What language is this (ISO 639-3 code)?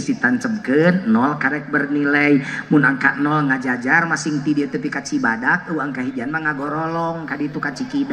sun